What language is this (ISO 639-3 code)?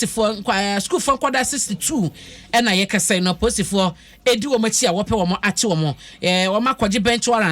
aka